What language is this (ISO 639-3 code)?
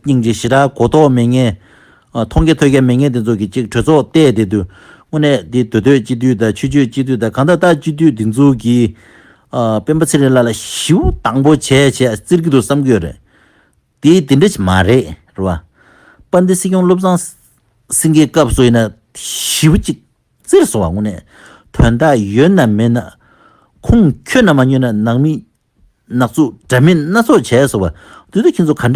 bod